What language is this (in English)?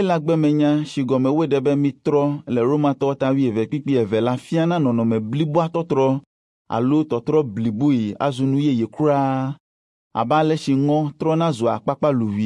Ewe